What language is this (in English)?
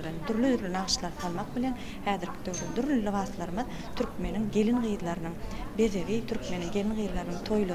Turkmen